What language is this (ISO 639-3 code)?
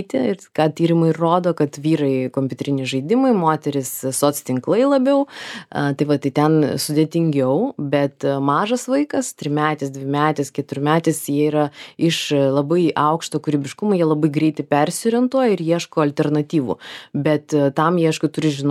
lit